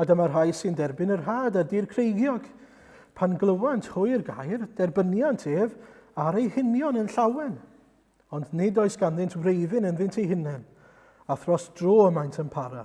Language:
Welsh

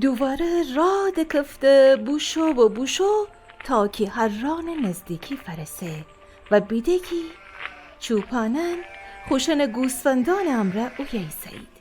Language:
Gilaki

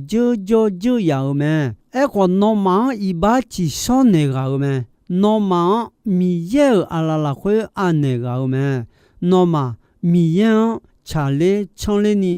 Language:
Akha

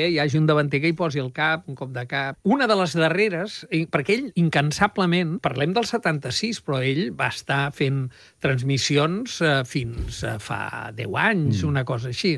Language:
Catalan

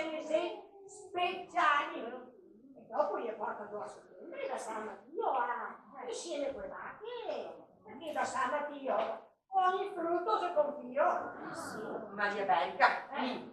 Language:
Venetian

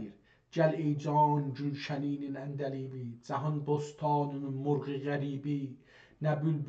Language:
South Azerbaijani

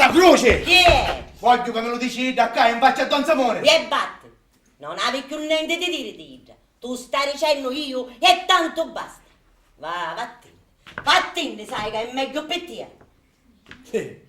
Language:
Sicilian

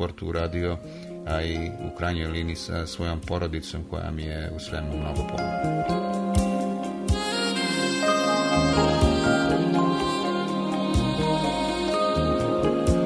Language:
Serbian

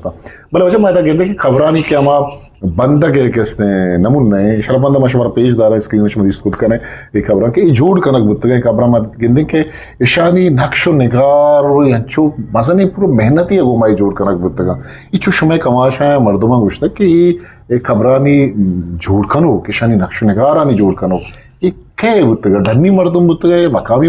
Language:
Eastern Balochi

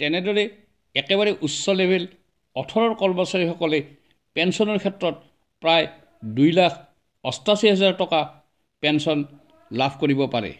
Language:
Assamese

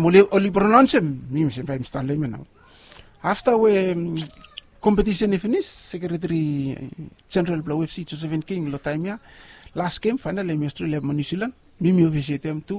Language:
Bislama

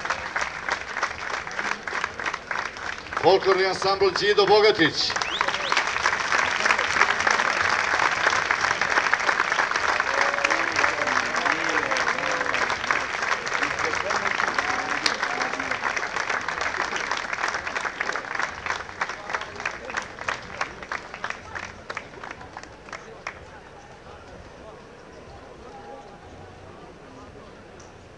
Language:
Serbian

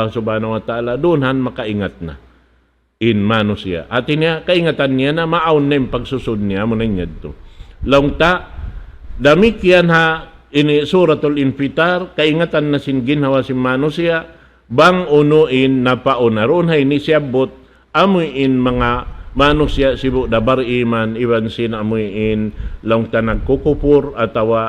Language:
Tausug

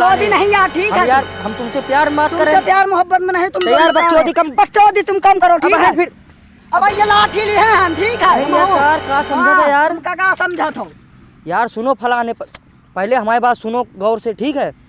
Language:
Awadhi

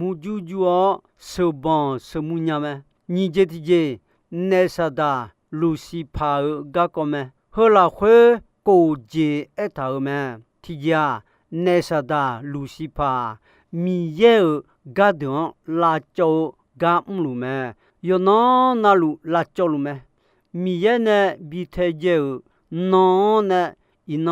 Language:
Akha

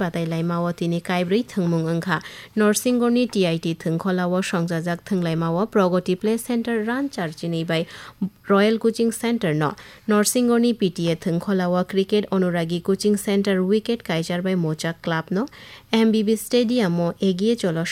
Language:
Kok Borok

